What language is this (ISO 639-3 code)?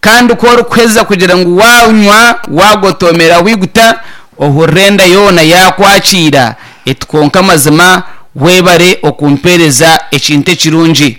nyn